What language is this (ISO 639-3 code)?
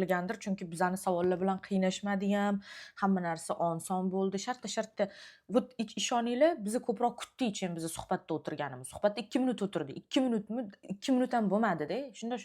uzb